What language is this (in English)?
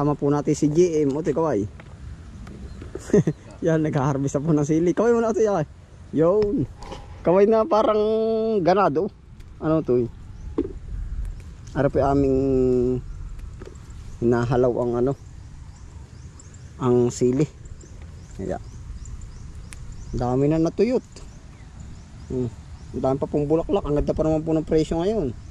Filipino